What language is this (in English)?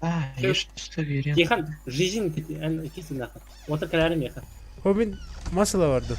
Yakut